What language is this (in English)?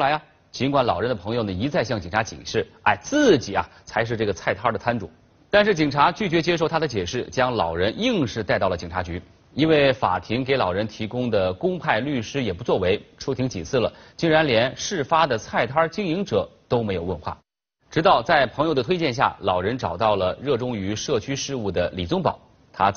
Chinese